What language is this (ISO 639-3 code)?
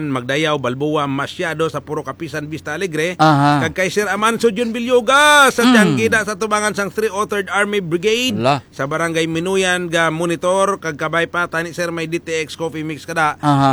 hil